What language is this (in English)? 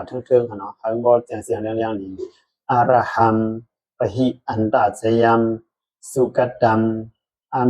Shan